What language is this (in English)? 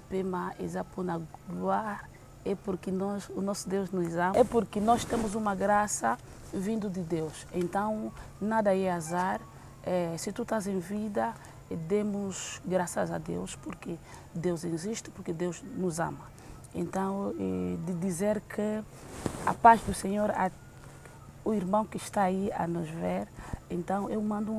Lingala